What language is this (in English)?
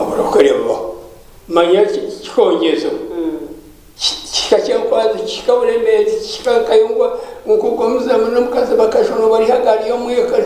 Nyankole